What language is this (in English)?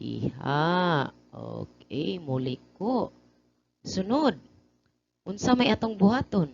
Cebuano